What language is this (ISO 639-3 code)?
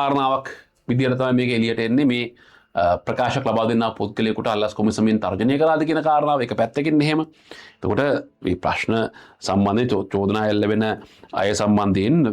sin